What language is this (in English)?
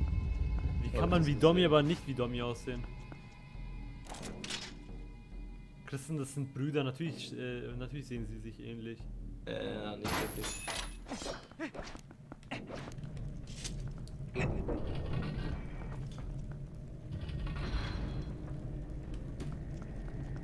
German